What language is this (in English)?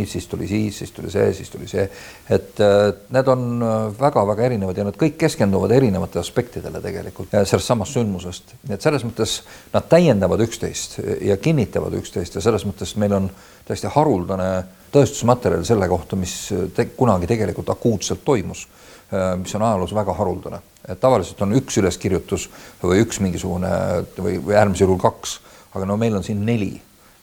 Estonian